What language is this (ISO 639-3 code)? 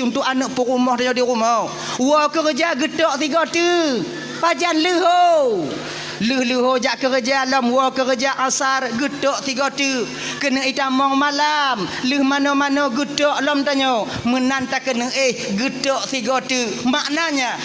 ace